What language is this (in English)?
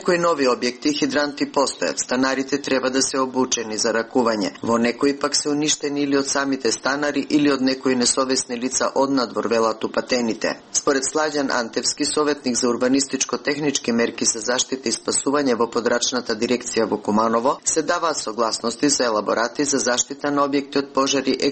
Macedonian